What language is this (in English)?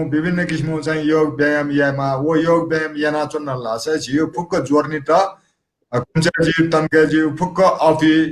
Newari